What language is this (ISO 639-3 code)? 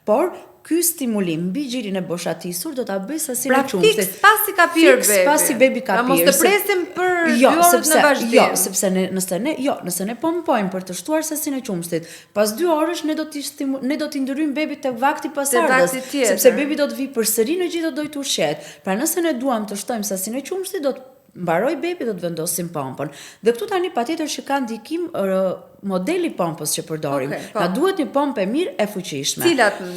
sqi